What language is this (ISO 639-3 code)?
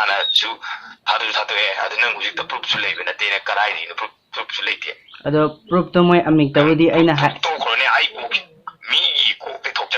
mni